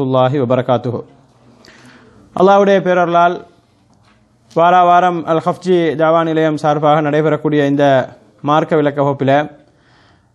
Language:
Tamil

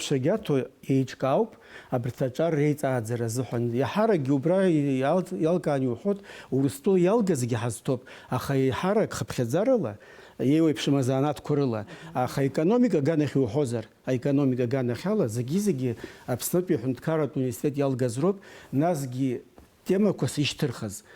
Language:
Abkhazian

